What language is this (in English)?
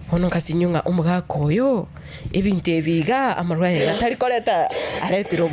Gusii